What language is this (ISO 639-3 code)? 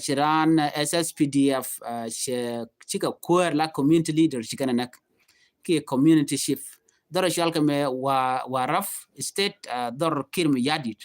nus